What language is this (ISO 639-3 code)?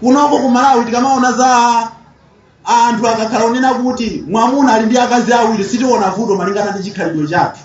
nya